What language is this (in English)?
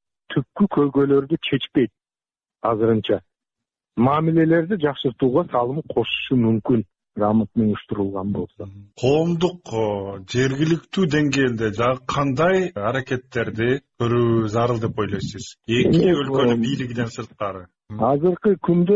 Kyrgyz